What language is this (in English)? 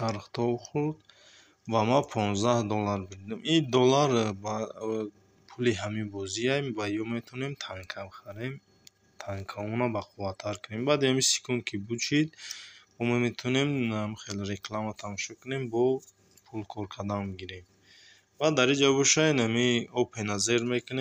Tajik